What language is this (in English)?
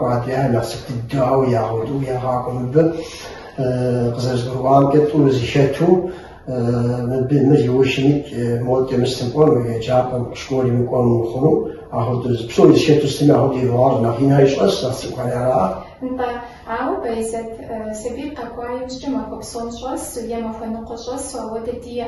Kabardian